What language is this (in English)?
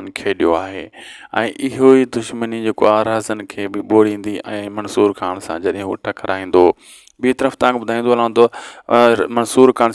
Sindhi